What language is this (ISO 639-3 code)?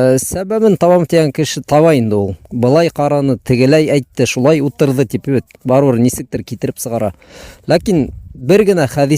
bak